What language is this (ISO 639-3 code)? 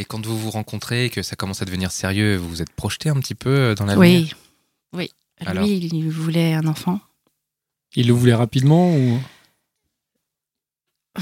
fra